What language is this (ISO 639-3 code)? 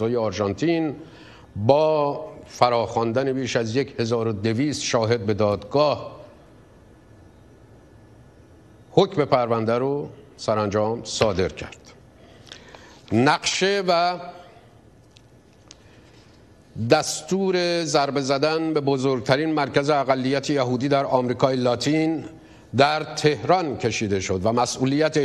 fas